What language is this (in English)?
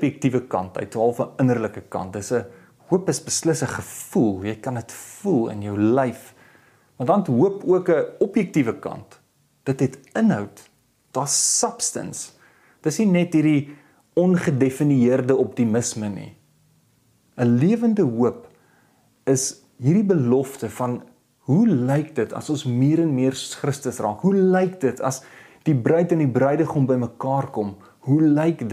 Afrikaans